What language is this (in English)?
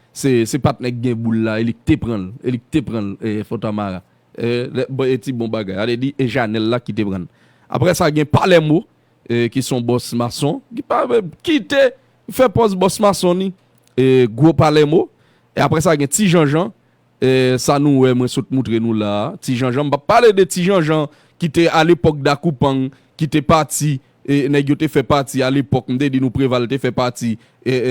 Haitian Creole